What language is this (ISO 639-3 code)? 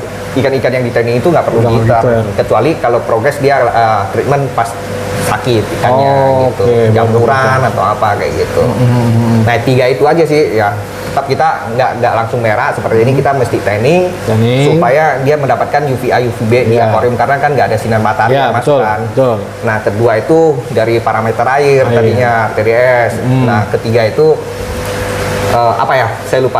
ind